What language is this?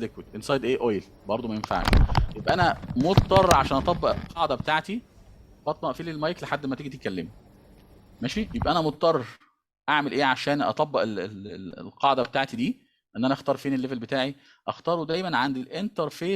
Egyptian Arabic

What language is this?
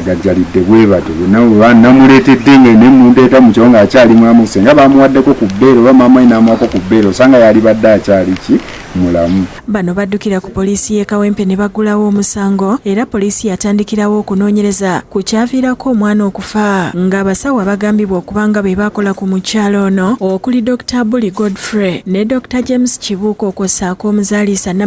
Ganda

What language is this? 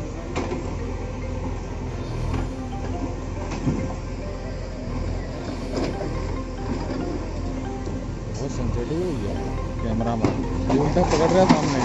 Hindi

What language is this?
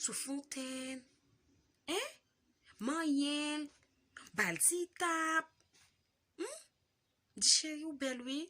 Haitian Creole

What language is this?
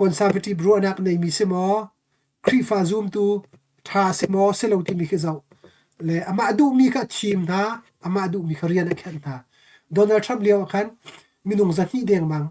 Hakha Chin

